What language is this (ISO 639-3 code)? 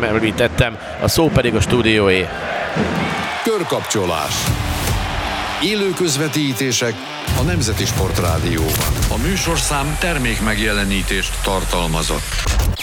hun